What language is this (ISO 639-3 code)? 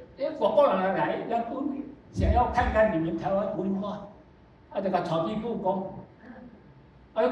nan